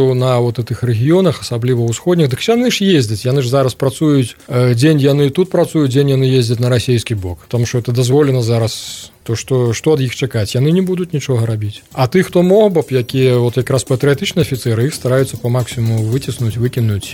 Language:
Belarusian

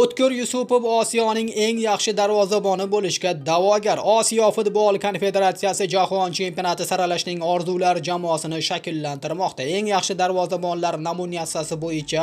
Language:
Uzbek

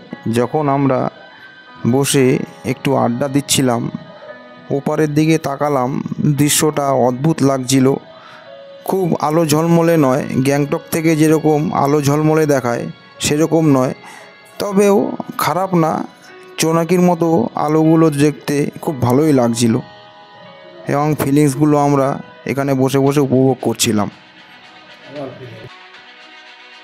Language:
Bangla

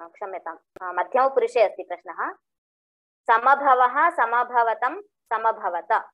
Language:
Sanskrit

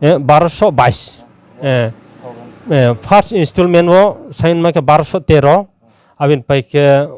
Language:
Riang (India)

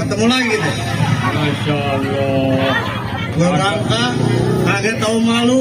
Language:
Betawi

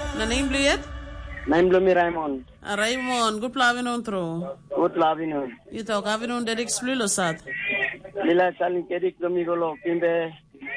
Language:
Tok Pisin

